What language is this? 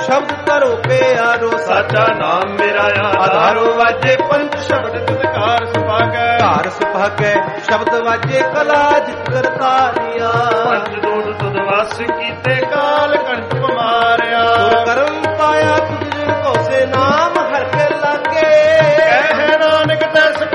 Punjabi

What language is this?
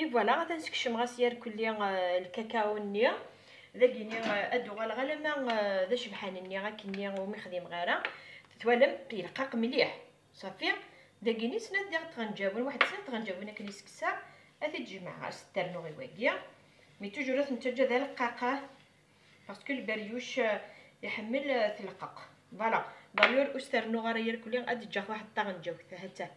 Kabyle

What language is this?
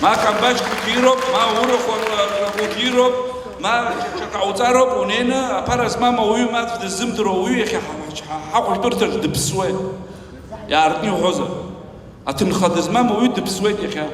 Abkhazian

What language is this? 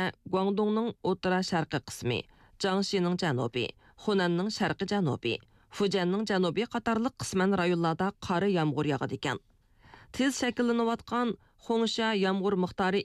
Uyghur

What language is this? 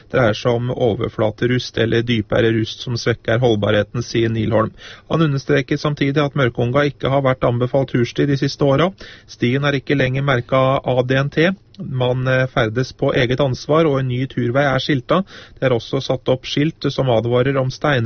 Norwegian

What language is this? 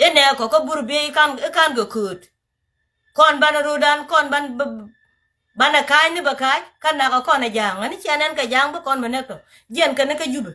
Nuer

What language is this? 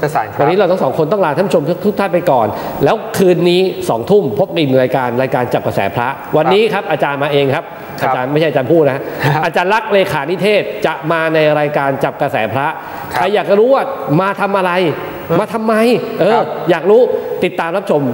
Thai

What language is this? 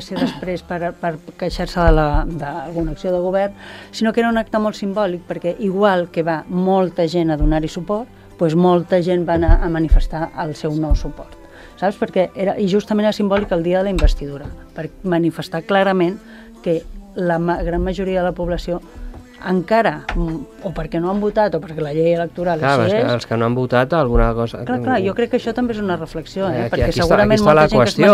Catalan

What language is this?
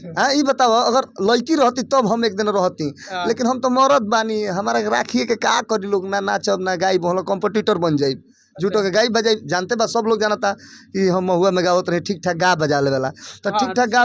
Bhojpuri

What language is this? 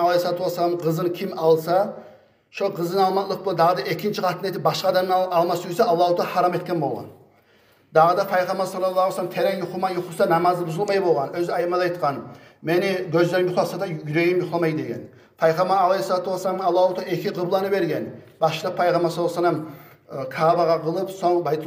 Kumyk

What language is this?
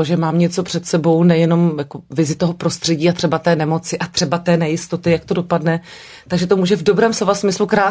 Czech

